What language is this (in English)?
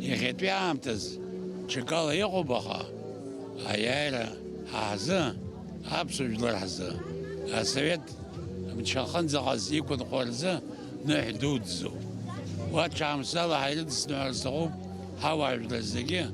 Abkhazian